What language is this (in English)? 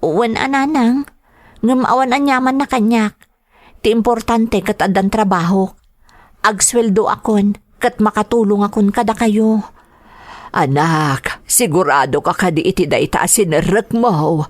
Iloko